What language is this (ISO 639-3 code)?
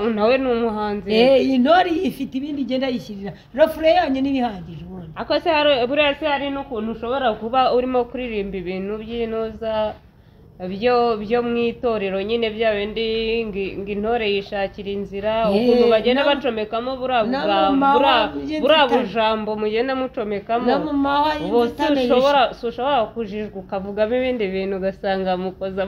kin